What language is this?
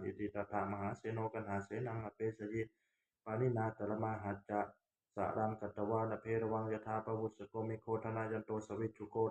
Pali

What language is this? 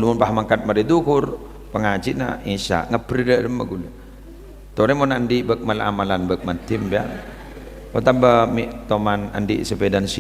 Madurese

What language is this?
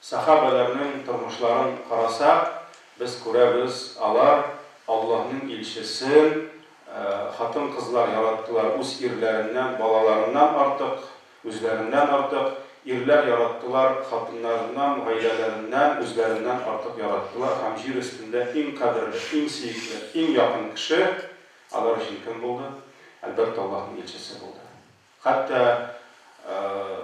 Tatar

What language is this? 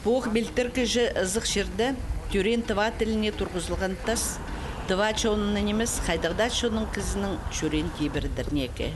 Khakas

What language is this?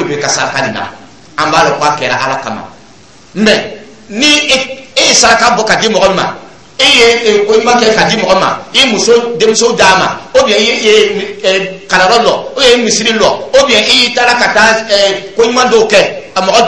Dyula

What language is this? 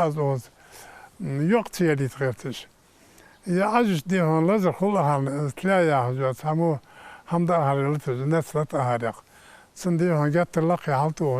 Ingush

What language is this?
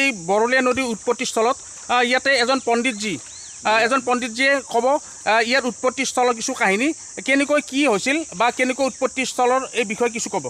Assamese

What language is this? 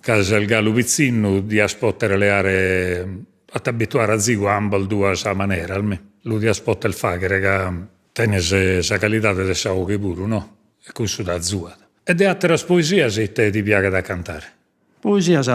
Sardinian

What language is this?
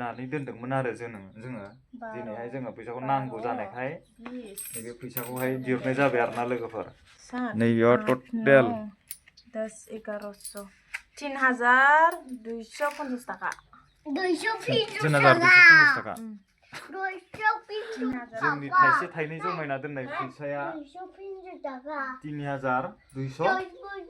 Bodo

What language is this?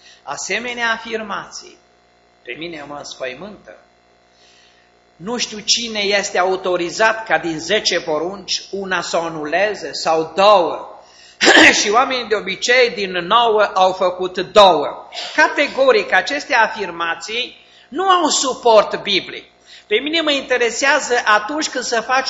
Romanian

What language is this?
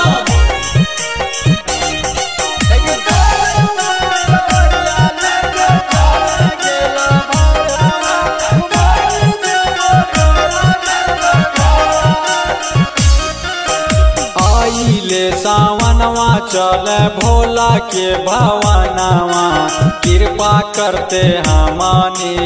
Bhojpuri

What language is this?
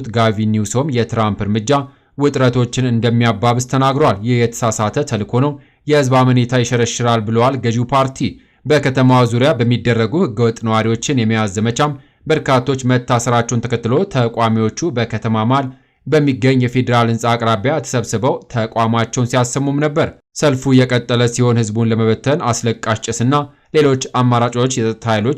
Amharic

